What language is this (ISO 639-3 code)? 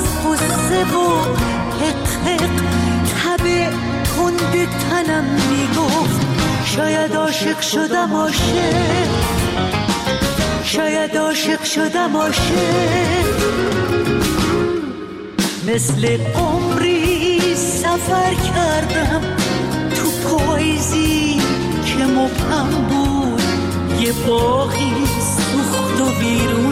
fas